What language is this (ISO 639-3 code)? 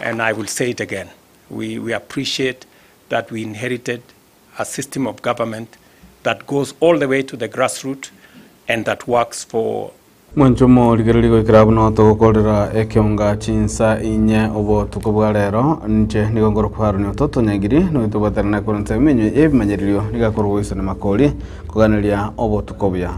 guz